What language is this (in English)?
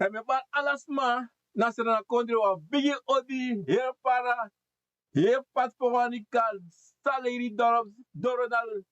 Sranan Tongo